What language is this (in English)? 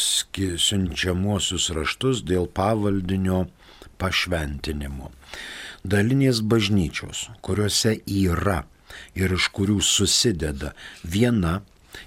Lithuanian